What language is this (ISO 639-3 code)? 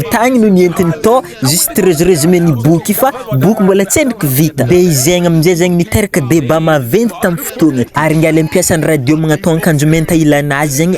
mlg